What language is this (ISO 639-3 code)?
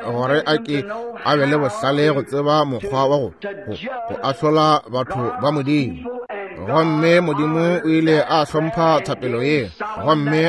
nso